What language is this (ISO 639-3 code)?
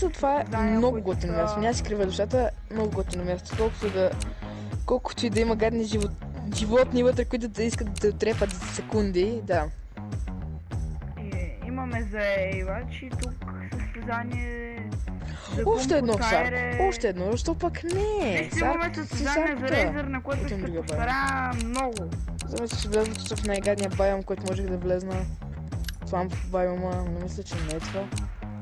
bul